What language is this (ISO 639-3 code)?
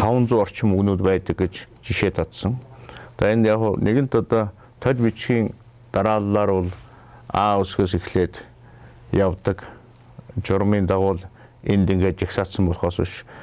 mon